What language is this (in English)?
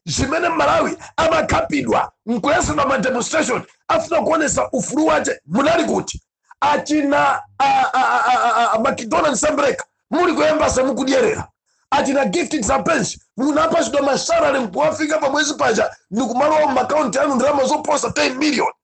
Nyanja